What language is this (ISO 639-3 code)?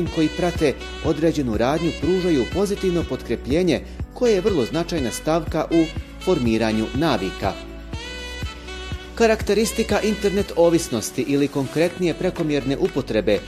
bos